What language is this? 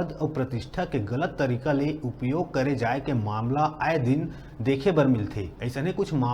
Chhattisgarhi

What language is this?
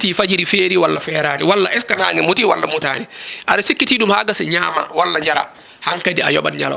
Fula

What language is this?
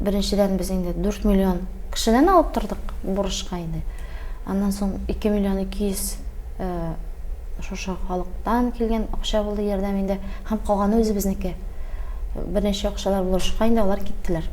Tatar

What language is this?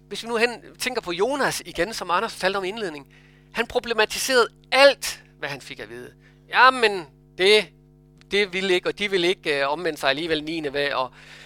Danish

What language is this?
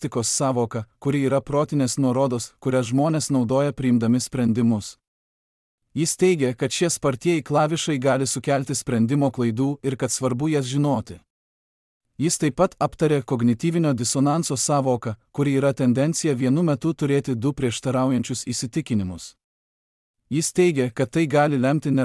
Lithuanian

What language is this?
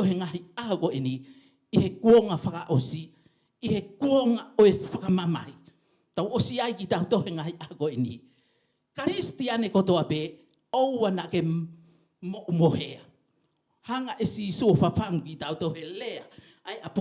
Tongan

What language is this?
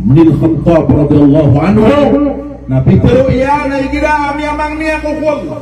Maranao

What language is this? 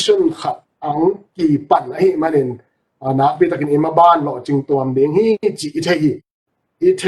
Tedim Chin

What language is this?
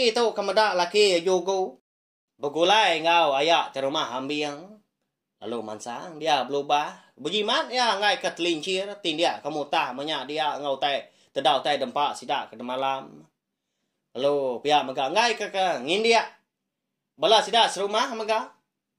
Iban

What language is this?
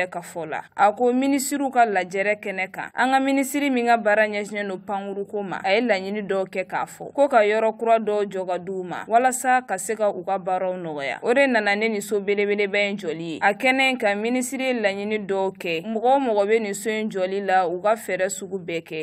Bambara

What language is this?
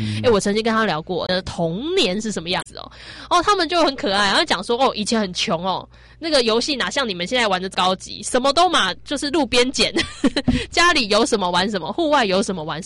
Chinese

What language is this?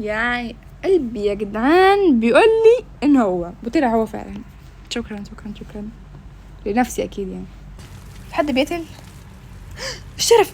Egyptian Arabic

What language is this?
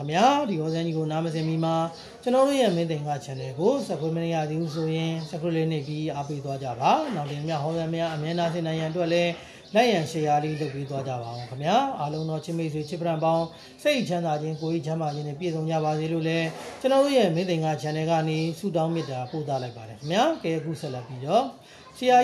Burmese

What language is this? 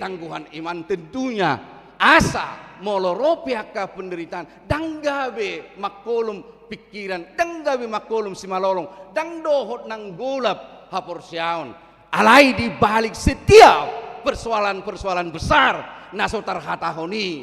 Batak Toba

